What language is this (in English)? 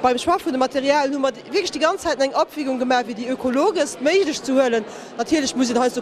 Luxembourgish